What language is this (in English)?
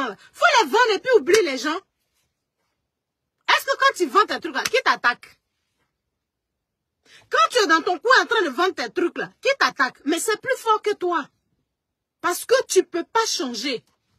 French